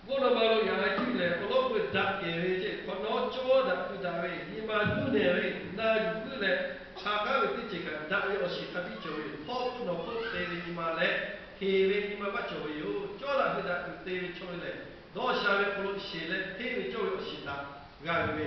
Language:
Lahu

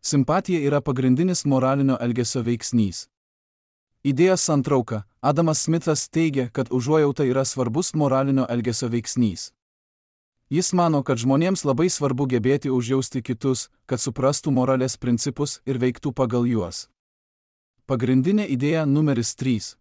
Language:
Lithuanian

